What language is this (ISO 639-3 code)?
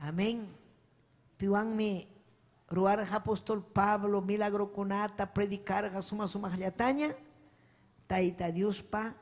quy